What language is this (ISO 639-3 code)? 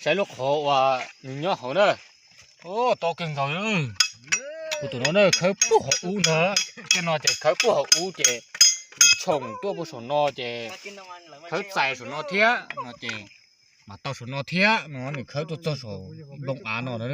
hmn